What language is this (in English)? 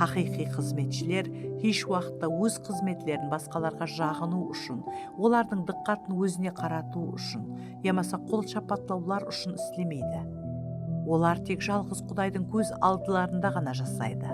Kara-Kalpak